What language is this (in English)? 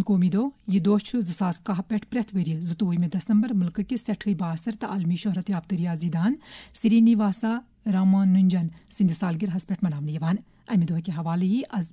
Kashmiri